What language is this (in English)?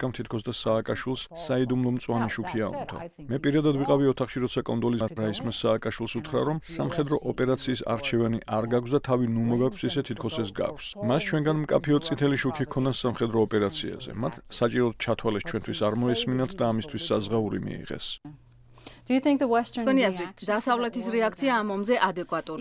Georgian